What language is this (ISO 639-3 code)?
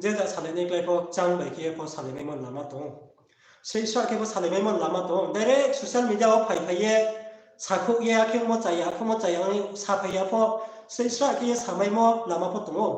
ria